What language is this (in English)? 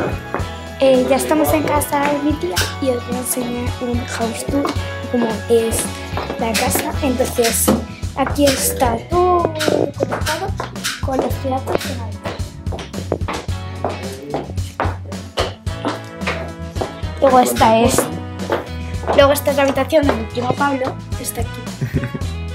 Spanish